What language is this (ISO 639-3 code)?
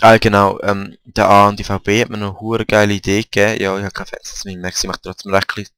gsw